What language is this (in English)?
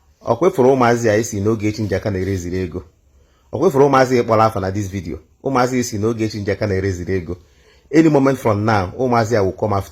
Igbo